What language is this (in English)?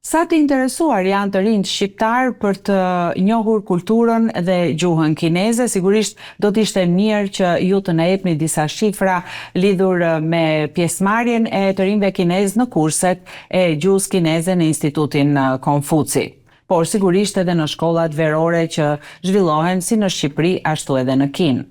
Albanian